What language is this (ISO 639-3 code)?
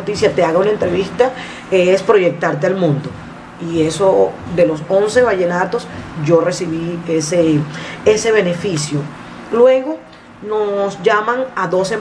spa